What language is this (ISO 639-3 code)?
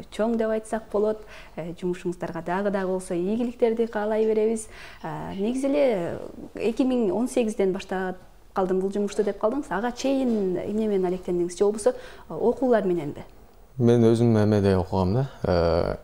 kir